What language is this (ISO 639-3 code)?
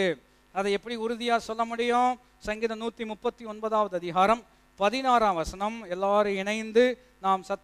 tam